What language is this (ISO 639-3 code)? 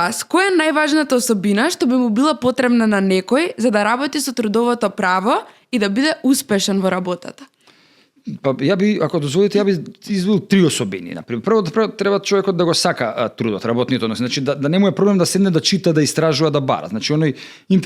mkd